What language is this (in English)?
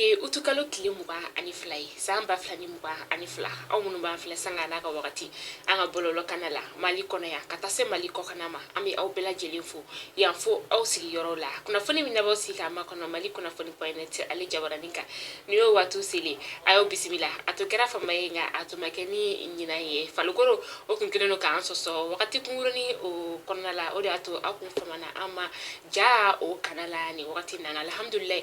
Bambara